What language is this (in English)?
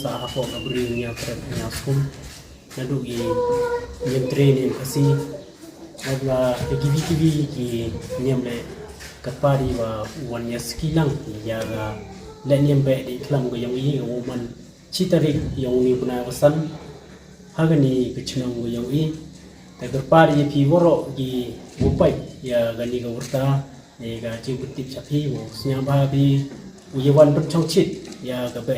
Pnar